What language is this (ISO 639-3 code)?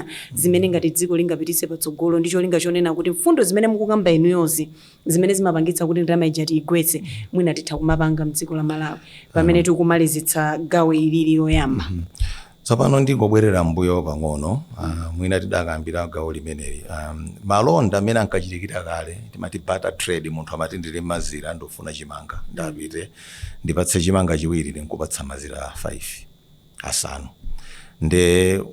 nya